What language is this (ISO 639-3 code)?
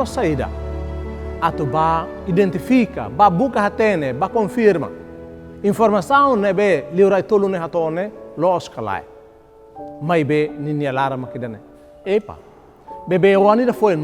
tet